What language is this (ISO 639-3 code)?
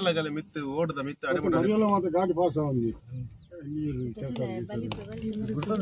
tcy